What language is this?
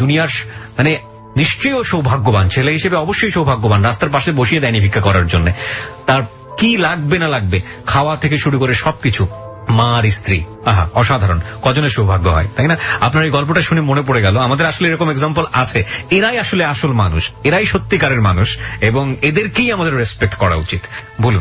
Bangla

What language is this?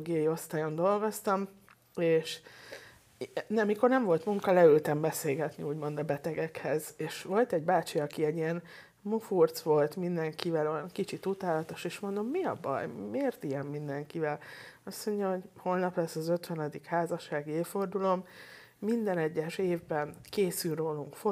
Hungarian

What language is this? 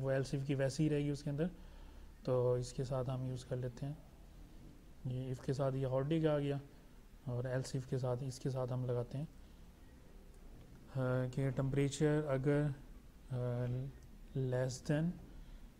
Hindi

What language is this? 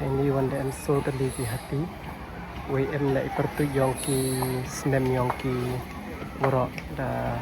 Pnar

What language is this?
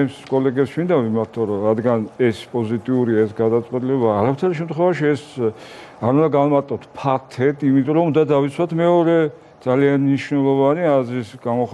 Georgian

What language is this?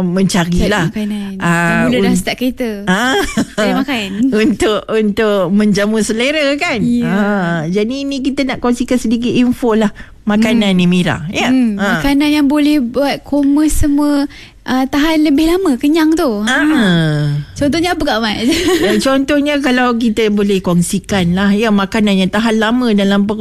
Malay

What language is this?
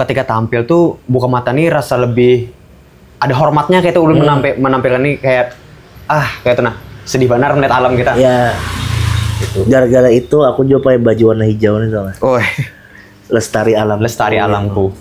Banjar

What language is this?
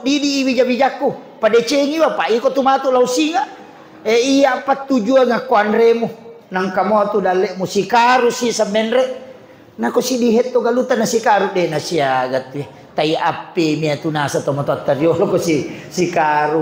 Buginese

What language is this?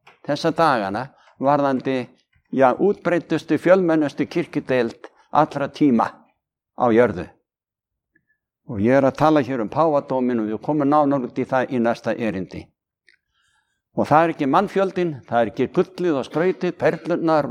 Icelandic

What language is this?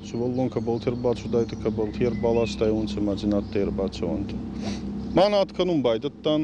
Ossetic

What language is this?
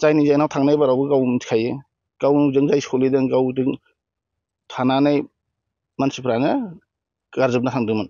Bodo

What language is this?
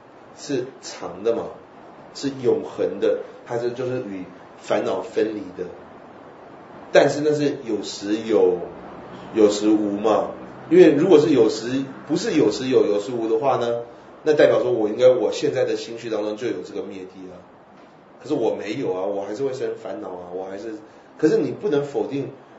Chinese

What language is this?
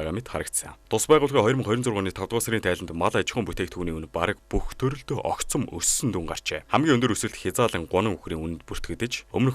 Mongolian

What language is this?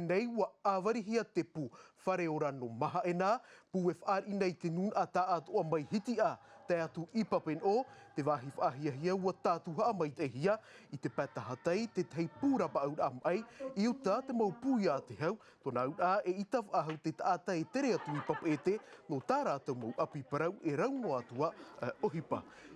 Tahitian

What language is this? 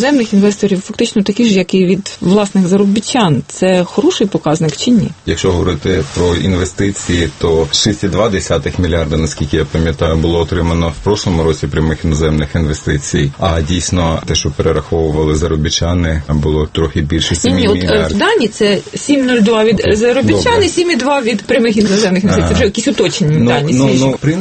Ukrainian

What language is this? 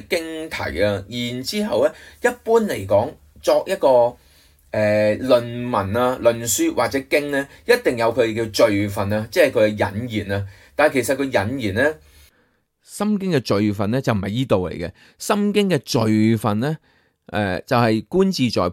Cantonese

